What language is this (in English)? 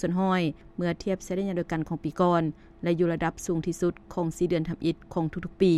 Lao